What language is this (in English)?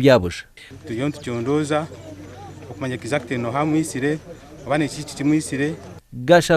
Nyankole